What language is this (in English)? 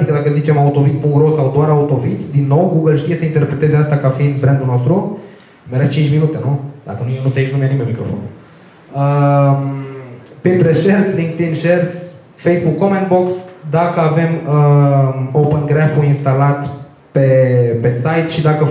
Romanian